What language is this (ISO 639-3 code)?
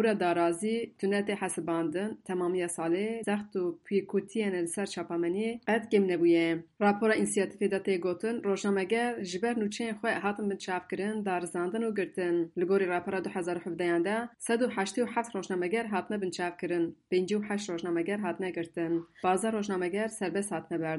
kur